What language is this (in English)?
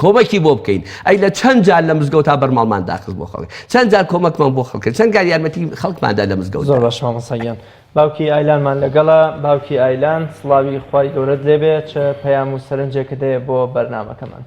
Central Kurdish